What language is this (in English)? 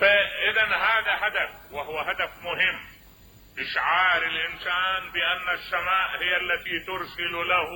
Mesopotamian Arabic